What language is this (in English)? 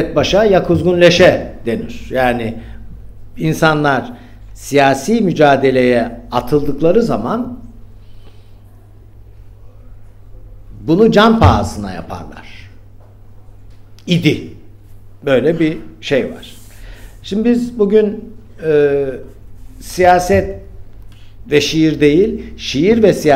Turkish